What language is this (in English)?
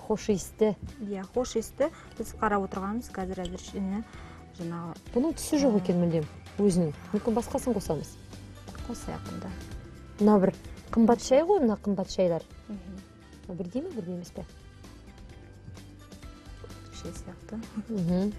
Kazakh